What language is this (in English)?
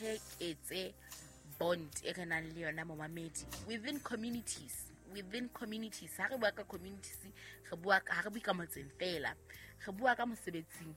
Southern Sotho